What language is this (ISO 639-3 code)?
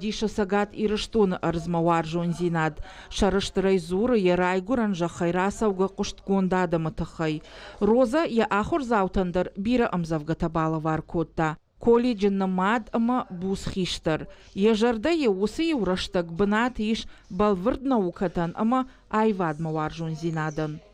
oss